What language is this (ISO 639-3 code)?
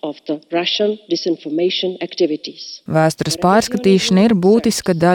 lav